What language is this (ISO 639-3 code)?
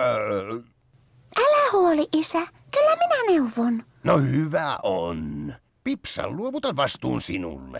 fin